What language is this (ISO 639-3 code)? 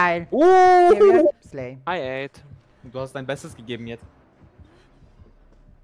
deu